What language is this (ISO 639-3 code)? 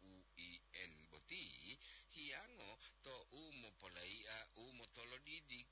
gor